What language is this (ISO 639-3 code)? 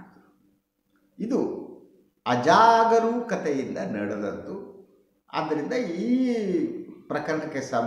kan